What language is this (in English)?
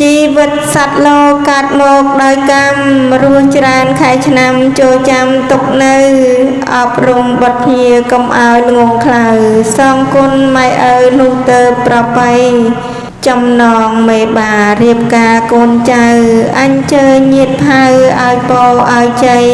Khmer